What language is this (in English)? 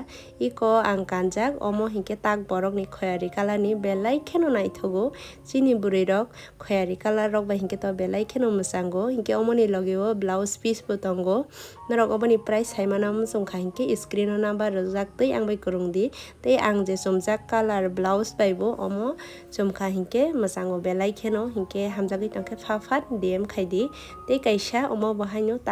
Kok Borok